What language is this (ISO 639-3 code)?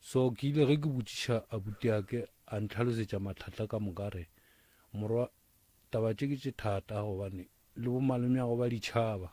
nso